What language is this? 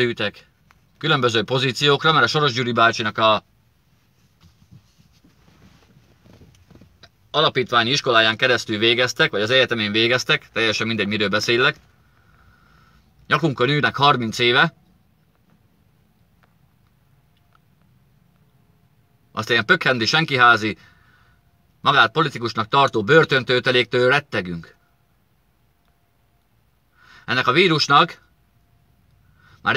Hungarian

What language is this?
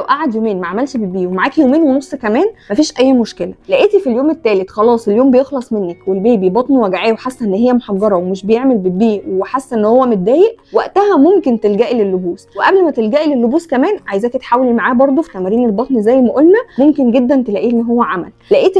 Egyptian Arabic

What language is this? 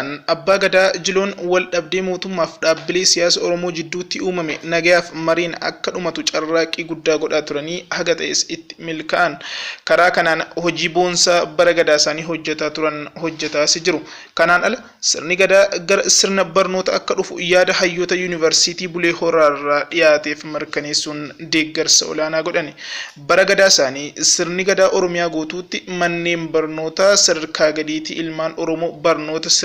Oromo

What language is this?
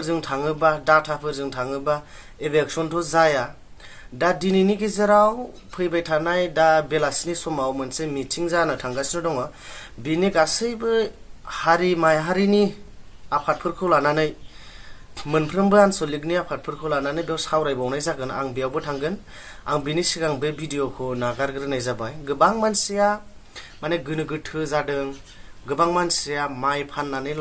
Bodo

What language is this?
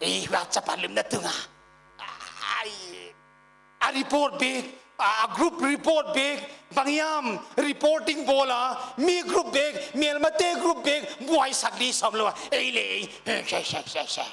Paite Chin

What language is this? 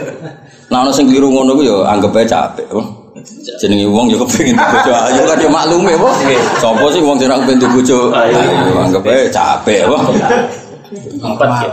Javanese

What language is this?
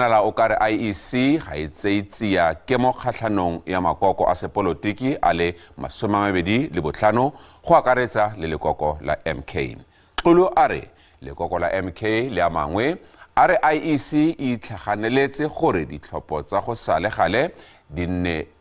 Tswana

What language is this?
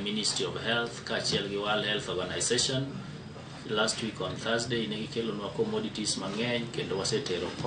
Luo (Kenya and Tanzania)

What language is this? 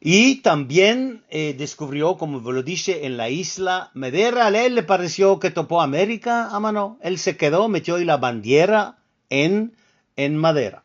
Ladino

